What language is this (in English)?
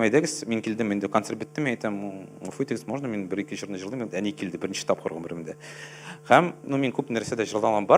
Tatar